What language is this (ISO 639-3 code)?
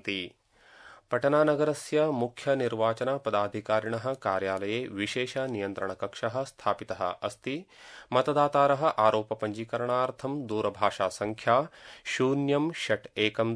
san